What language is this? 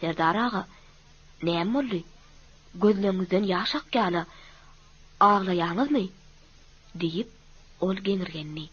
Turkmen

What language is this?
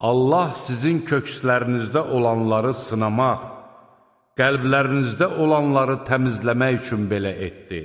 Azerbaijani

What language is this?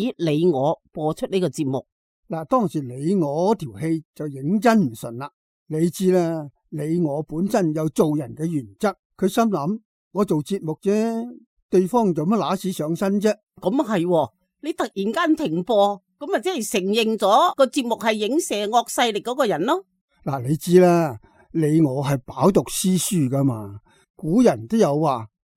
Cantonese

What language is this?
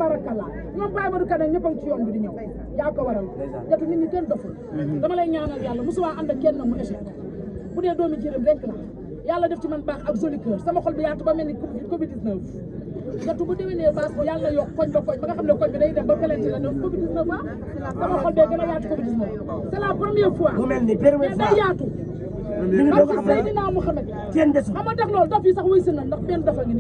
Wolof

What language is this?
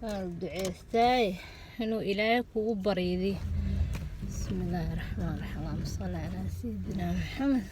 Somali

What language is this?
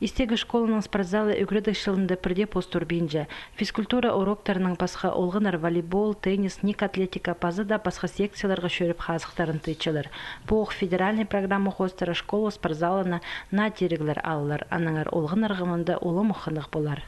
Khakas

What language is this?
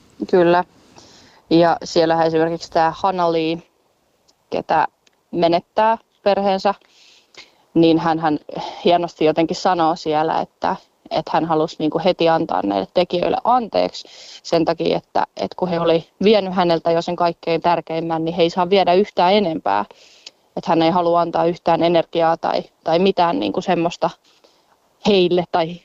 Finnish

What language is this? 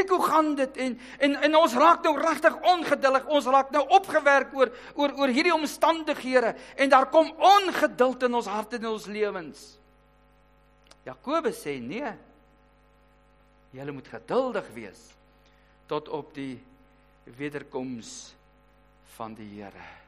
Afrikaans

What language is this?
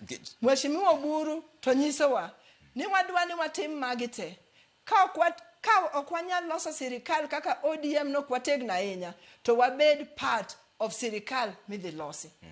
Luo (Kenya and Tanzania)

